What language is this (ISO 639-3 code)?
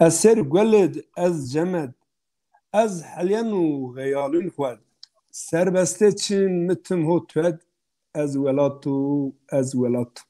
zza